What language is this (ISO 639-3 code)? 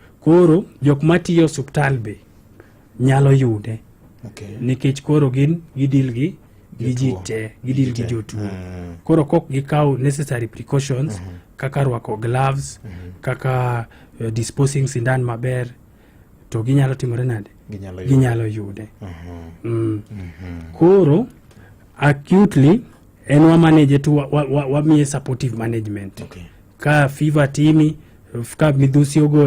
luo